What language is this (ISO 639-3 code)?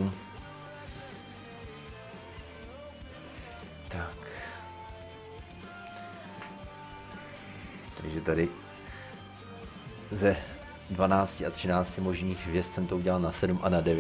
ces